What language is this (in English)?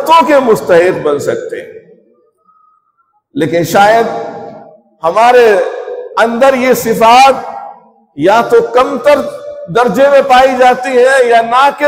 Urdu